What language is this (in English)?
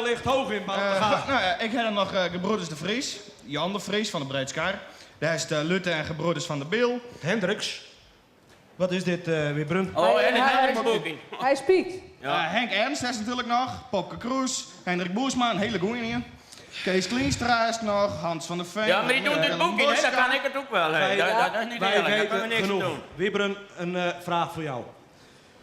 Western Frisian